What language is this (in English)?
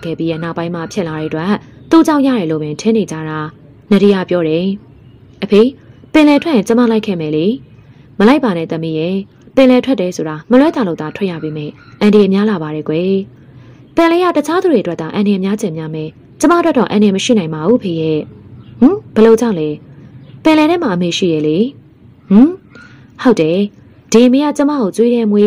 Burmese